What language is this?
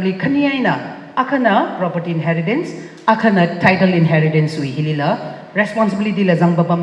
Tangkhul Naga (India)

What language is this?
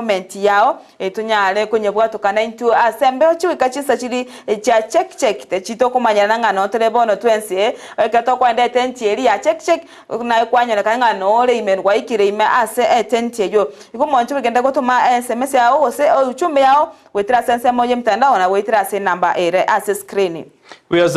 Gusii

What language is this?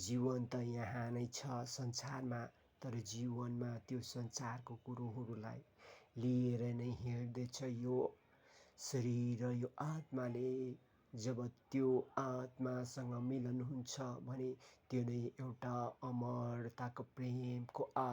Nepali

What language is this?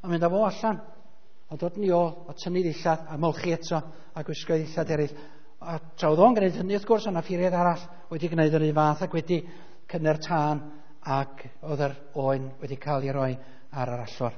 Welsh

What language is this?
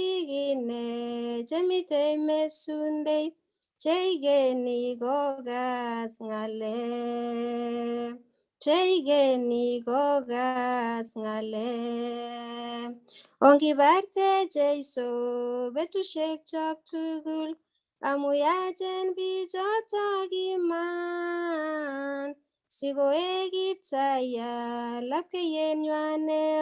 Kalenjin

